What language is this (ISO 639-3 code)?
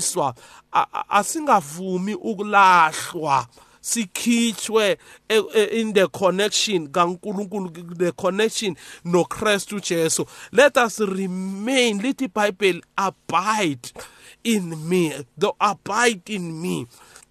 nbl